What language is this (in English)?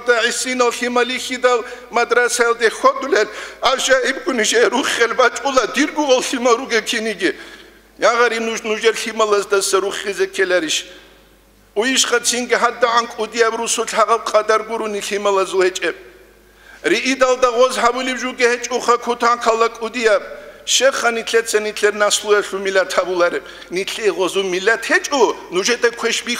Avaric